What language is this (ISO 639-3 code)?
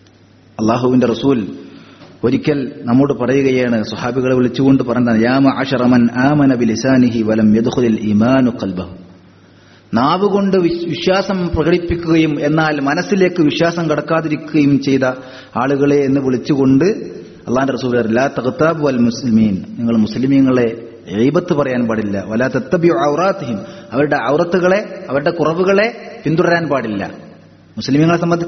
mal